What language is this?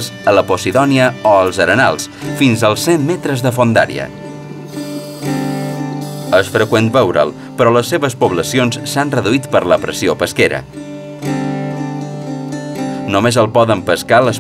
Catalan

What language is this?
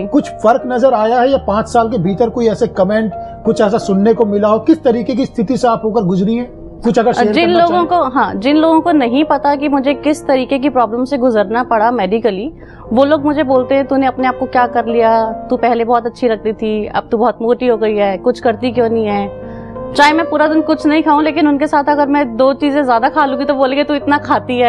Hindi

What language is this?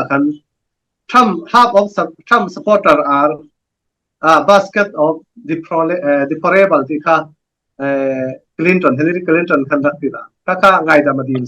Falam Chin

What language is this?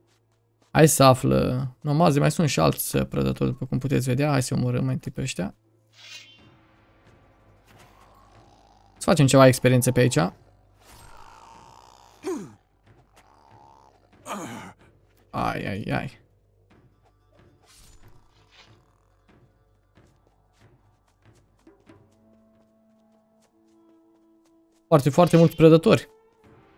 Romanian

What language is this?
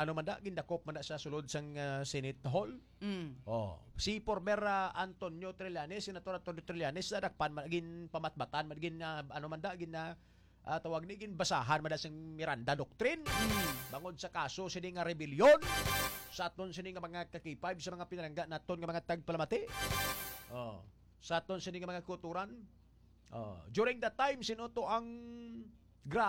Hiligaynon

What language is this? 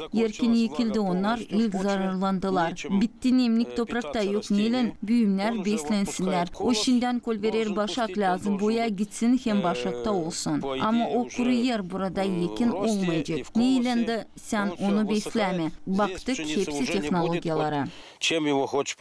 Gagauz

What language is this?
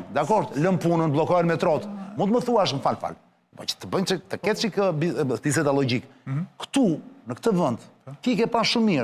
Albanian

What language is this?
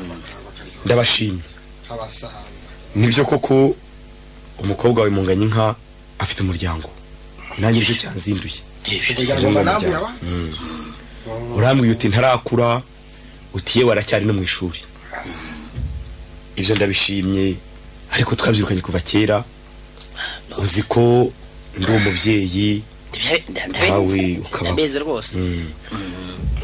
Kinyarwanda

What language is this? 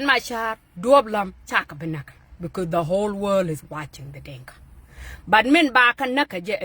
Nuer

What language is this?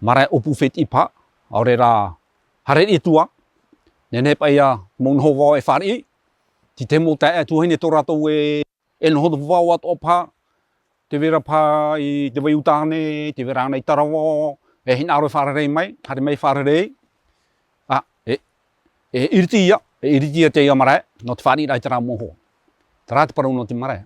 Tahitian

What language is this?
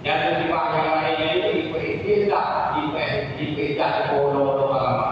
Achinese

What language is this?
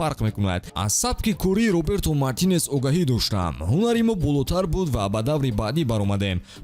Tajik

